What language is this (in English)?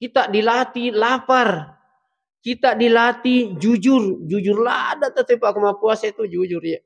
Buginese